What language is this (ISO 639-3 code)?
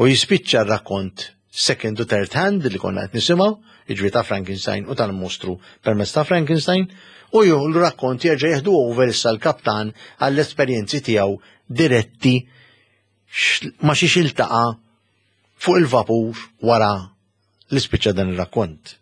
mlt